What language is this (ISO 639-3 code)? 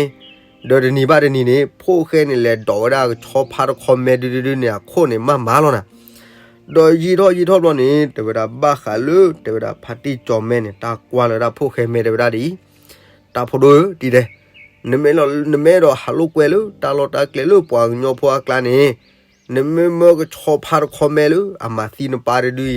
ksw